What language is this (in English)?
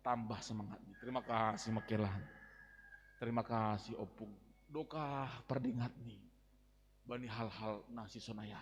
Batak Simalungun